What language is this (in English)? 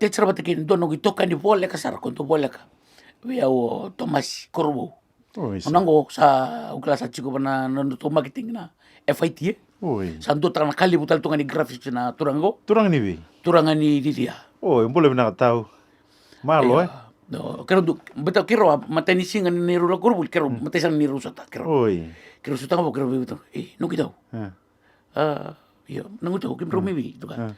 Fijian